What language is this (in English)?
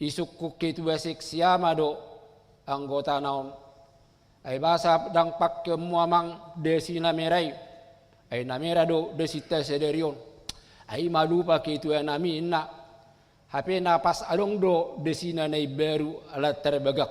Batak Toba